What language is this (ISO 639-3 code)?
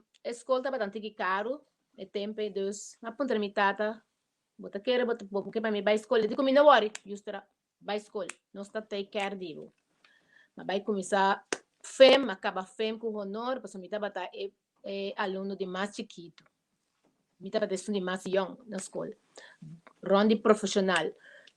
pap